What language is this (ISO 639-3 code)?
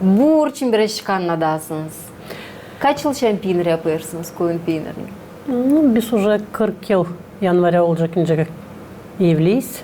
gag